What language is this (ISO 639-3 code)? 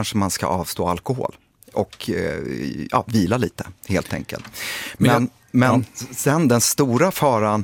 swe